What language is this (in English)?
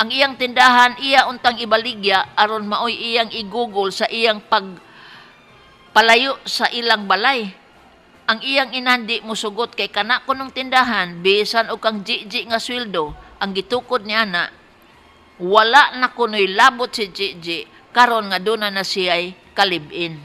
Cebuano